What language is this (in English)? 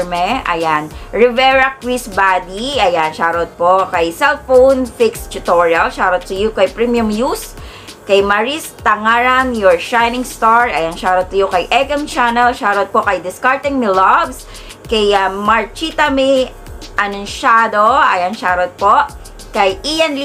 Filipino